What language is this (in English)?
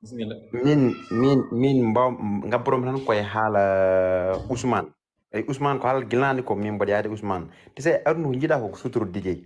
Fula